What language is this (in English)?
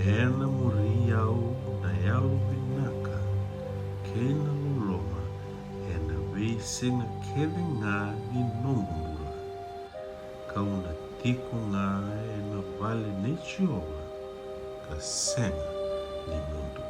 Fijian